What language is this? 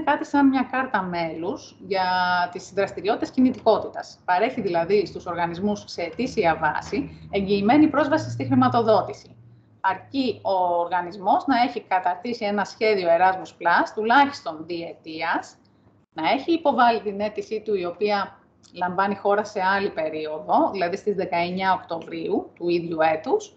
Greek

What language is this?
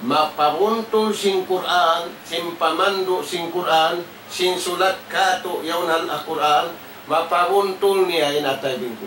Tausug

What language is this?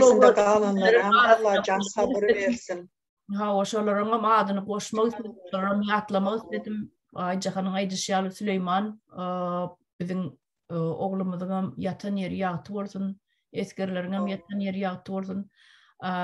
Turkmen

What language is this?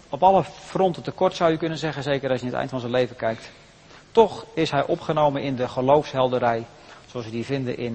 Dutch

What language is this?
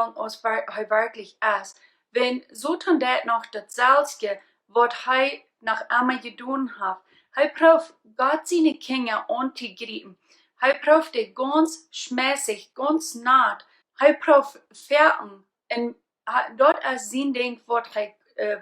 Plautdietsch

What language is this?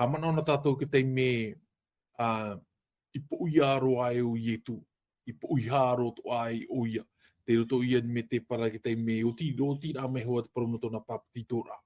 Tahitian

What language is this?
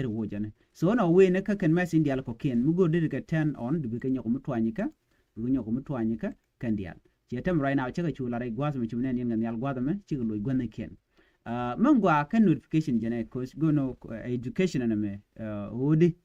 Nuer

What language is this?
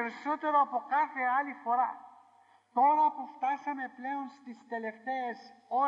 Greek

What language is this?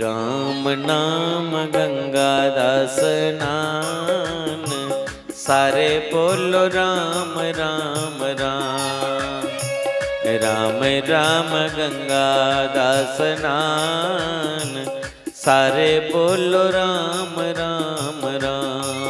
Dogri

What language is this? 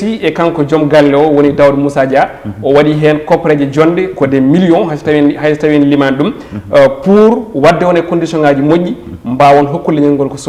Fula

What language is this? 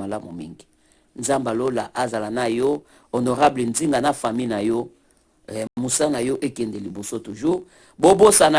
Lingala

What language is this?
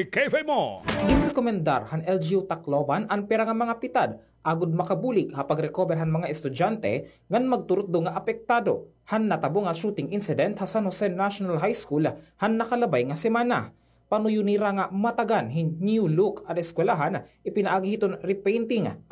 Waray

